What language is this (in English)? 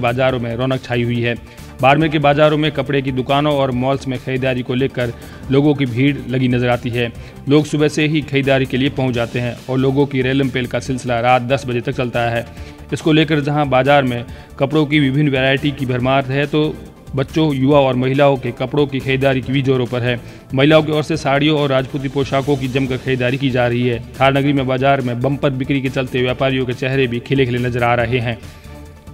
Hindi